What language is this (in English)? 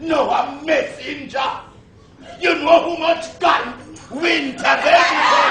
Jamaican Creole English